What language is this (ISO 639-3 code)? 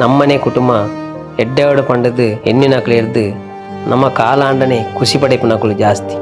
tcy